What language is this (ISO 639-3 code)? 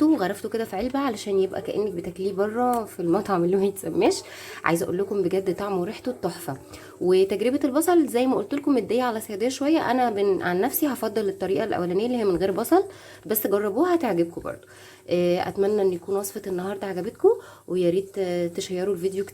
arz